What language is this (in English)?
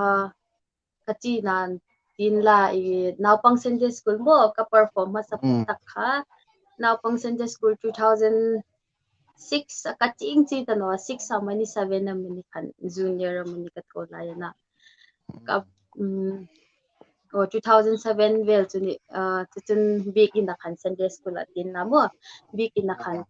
Hmar